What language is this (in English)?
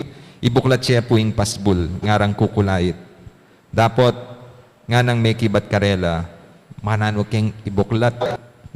Pampanga